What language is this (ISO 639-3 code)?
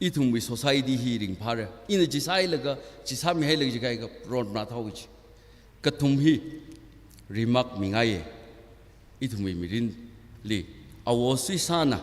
nmf